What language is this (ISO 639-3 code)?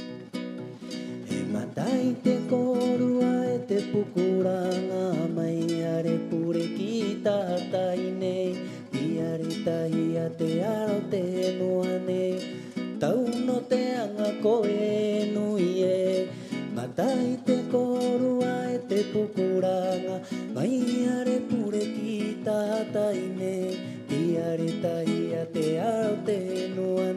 rap